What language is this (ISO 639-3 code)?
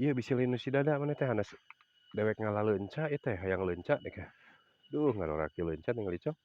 sun